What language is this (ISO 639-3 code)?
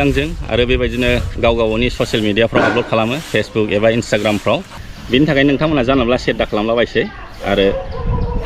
brx